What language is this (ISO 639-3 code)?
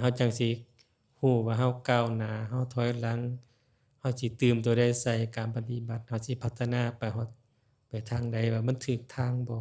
lao